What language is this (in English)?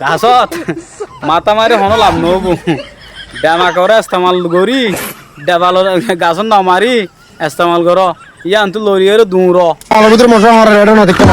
Rohingya